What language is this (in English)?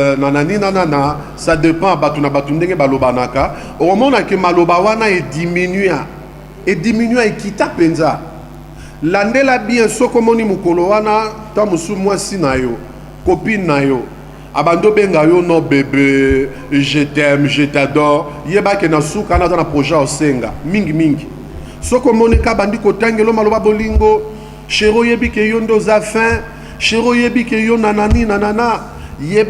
Lingala